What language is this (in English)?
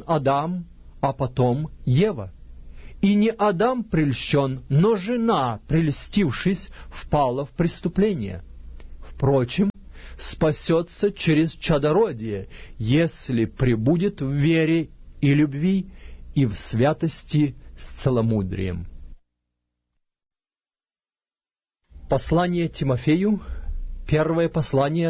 Russian